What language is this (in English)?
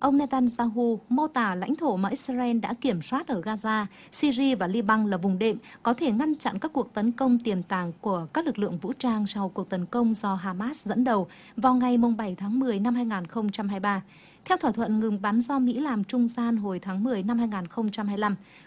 Vietnamese